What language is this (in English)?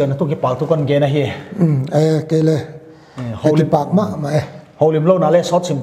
Paite Chin